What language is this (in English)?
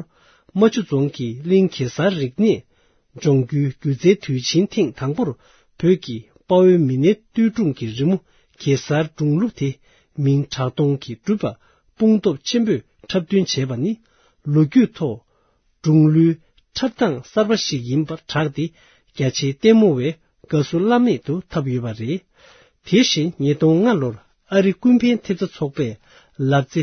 Tibetan